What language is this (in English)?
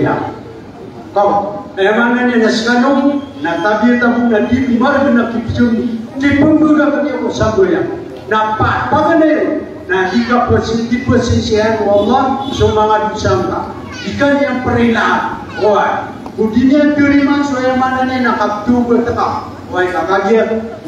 Maranao